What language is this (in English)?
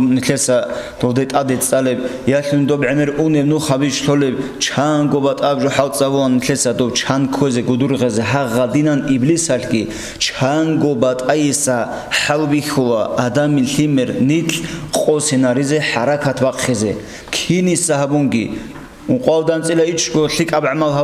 Avaric